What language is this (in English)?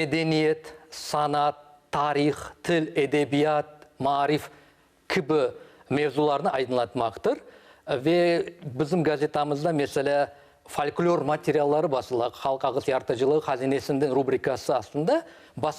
Crimean Tatar